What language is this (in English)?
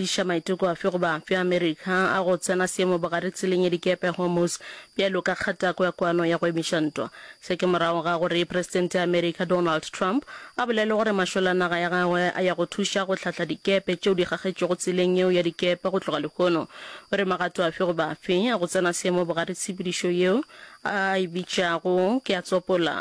Northern Sotho